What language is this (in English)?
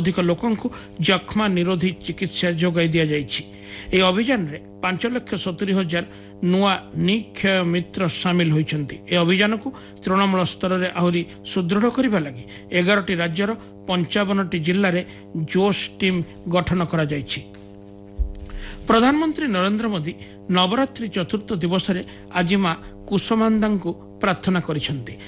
Odia